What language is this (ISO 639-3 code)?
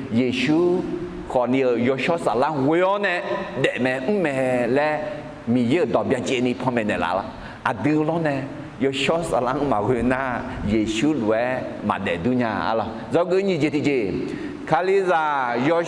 ahk